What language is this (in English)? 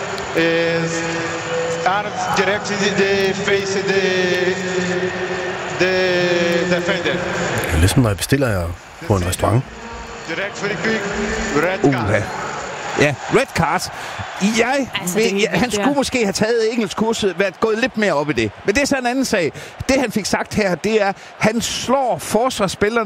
Danish